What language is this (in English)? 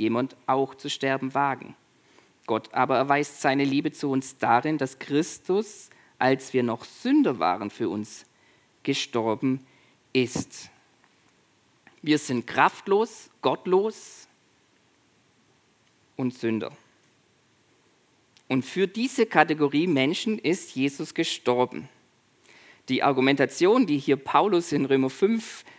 German